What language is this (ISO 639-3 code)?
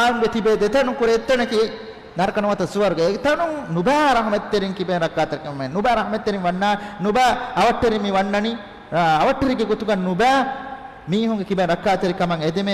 div